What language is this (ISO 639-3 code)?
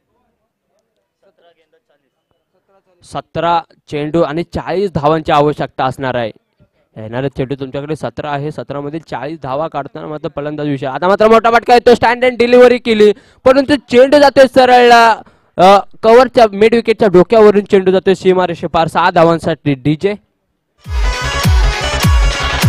mar